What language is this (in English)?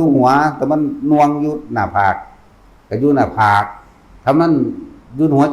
Northeastern Thai